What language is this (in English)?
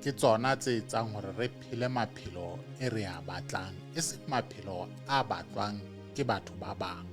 Southern Sotho